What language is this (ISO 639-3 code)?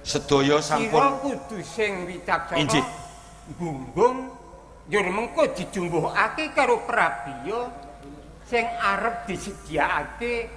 jav